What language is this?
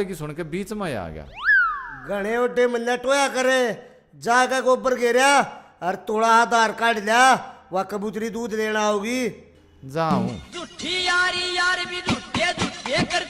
Haryanvi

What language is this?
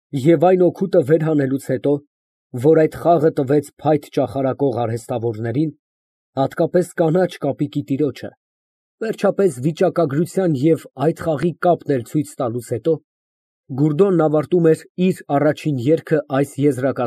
Armenian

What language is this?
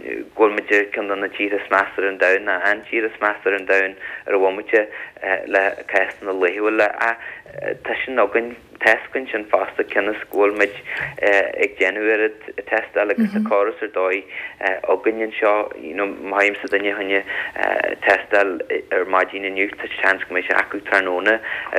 Irish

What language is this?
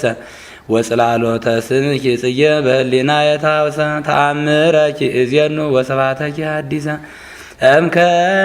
Geez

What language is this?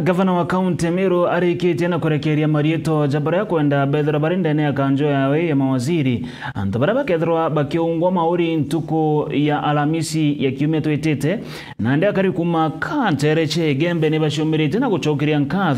Meru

